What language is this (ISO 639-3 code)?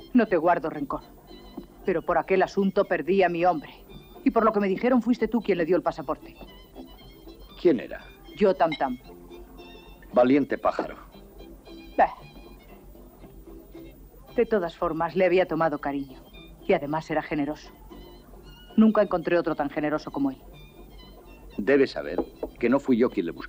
spa